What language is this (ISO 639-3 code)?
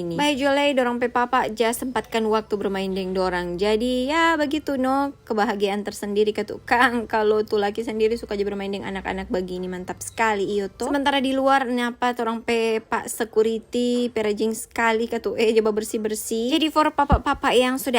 xmm